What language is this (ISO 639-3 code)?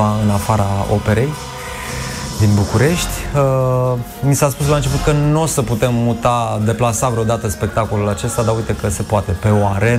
ron